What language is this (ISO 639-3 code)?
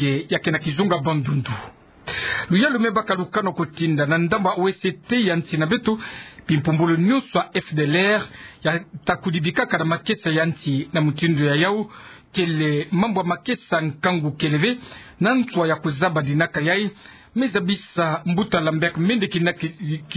ktu